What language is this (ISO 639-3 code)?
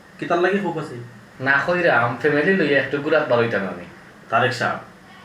syl